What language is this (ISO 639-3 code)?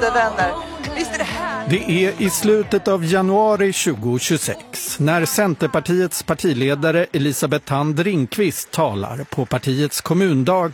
swe